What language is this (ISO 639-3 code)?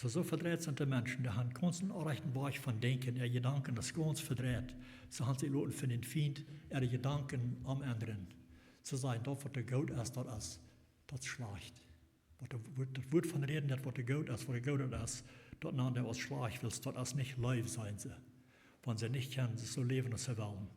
pdt